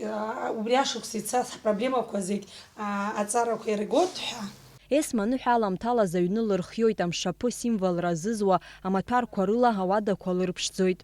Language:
Abkhazian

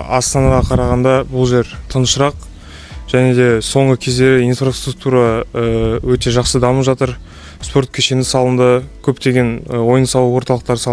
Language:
Kazakh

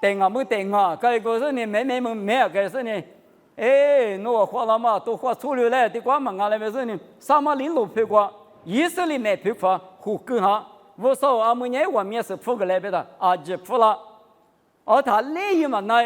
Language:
Lisu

